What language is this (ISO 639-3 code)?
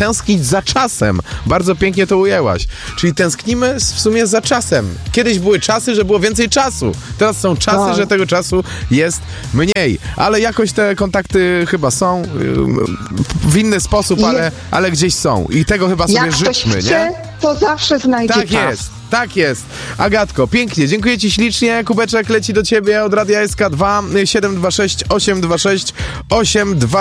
pol